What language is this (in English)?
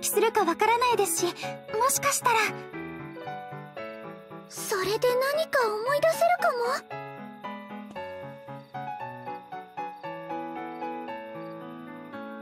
Japanese